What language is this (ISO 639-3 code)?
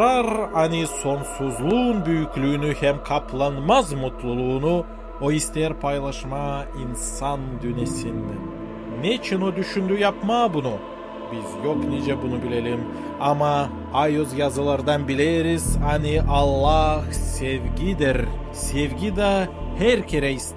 gag